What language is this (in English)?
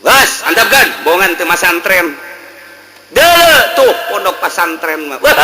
Sundanese